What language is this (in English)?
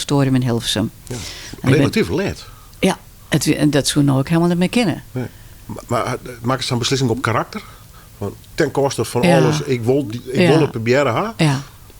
Western Frisian